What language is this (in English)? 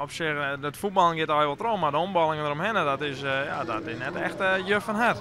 Western Frisian